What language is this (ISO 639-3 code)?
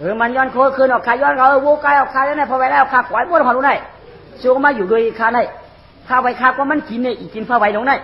shn